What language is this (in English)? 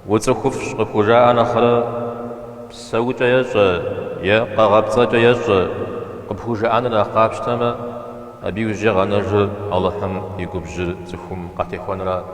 Kabardian